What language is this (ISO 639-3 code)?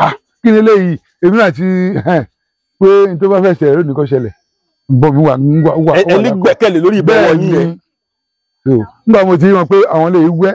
yor